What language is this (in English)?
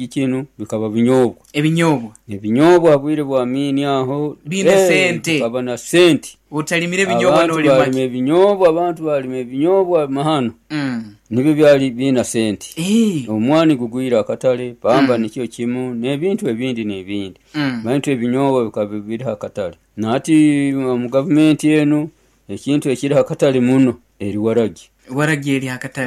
Nyoro